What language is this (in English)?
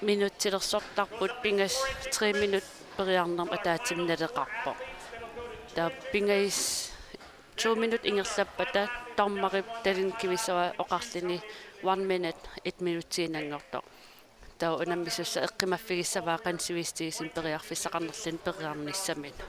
Kalaallisut